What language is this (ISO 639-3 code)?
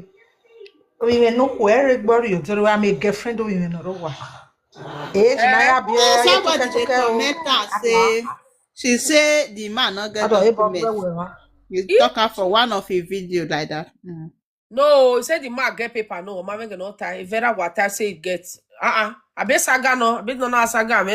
pcm